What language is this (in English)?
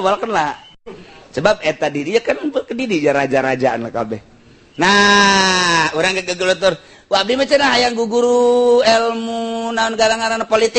Sundanese